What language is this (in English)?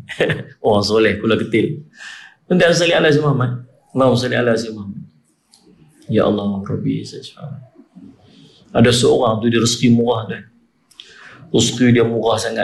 Malay